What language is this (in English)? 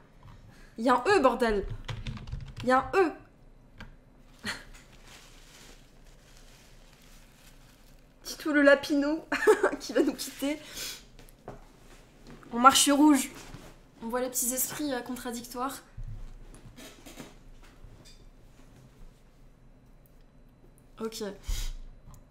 French